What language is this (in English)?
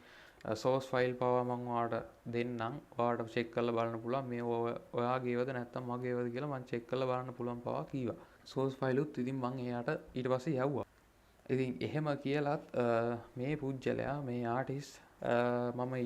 Sinhala